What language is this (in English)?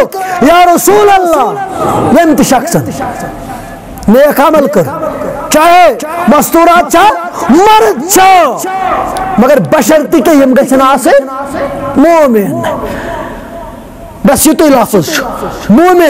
Kashmiri